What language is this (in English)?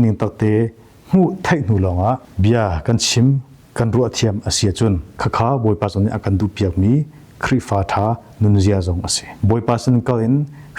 Hakha Chin